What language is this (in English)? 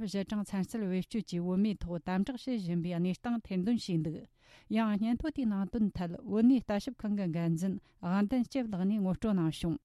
Tibetan